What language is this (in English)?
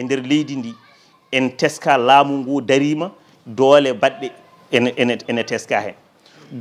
Fula